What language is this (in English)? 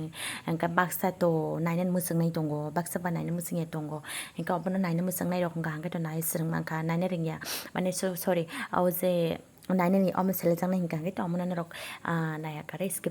Kok Borok